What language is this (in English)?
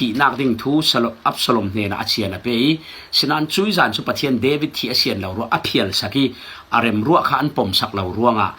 Falam Chin